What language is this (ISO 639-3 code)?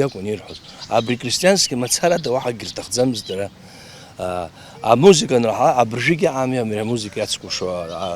abk